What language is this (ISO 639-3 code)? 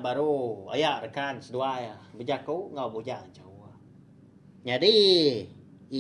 iba